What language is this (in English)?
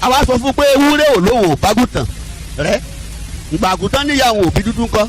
Yoruba